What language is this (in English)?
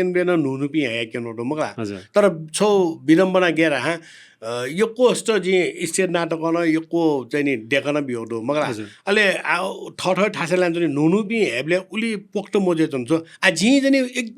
Newari